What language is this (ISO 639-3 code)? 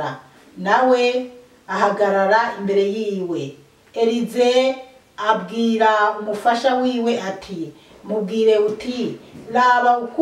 run